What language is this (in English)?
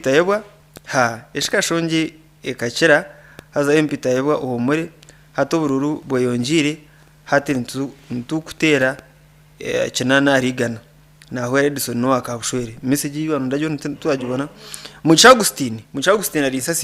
Nyankole